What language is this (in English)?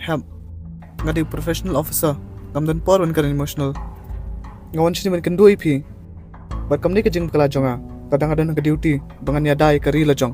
Khasi